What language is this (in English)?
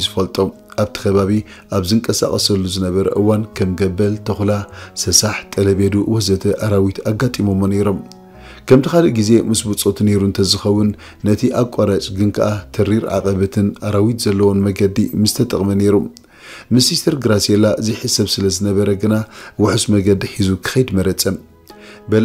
Tigrinya